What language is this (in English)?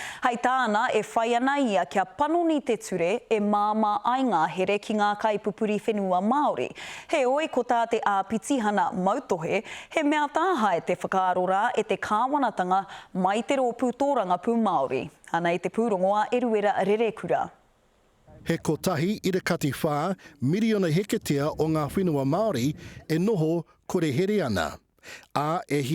Māori